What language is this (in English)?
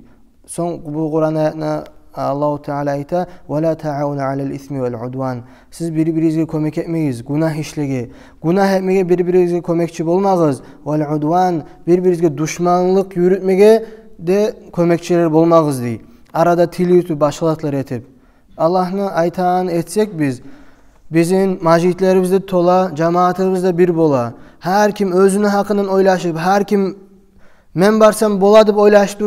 Kumyk